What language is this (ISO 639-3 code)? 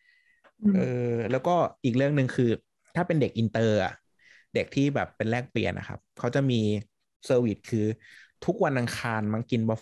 tha